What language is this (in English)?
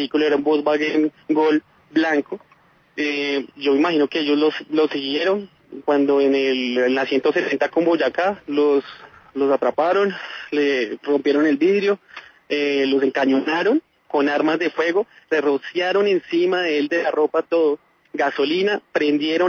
Spanish